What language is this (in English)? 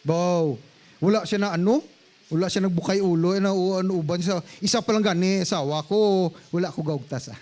Hiligaynon